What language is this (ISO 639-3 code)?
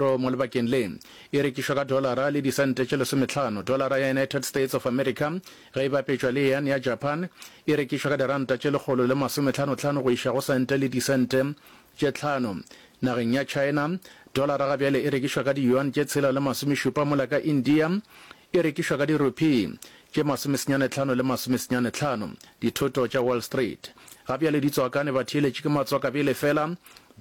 nso